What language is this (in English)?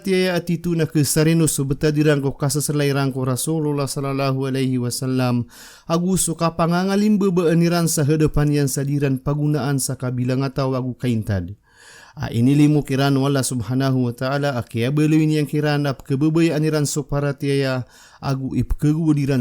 Maranao